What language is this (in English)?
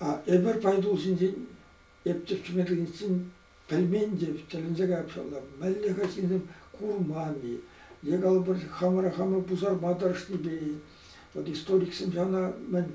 Chuvash